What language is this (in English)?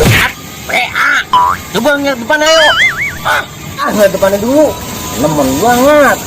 Betawi